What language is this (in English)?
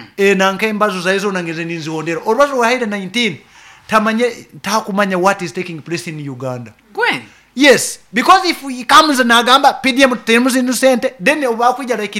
Nyoro